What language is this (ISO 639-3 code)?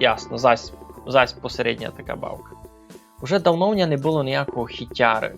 rue